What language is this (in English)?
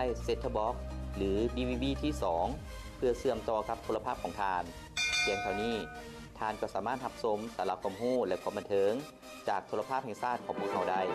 Lao